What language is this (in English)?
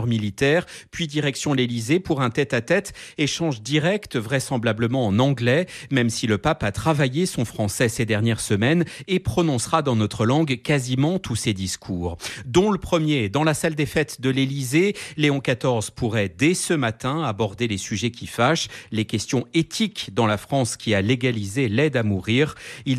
French